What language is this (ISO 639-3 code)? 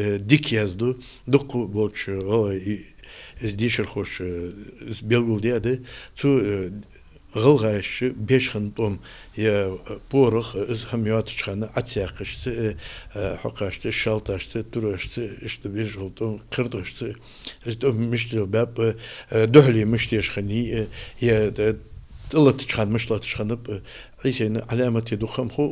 inh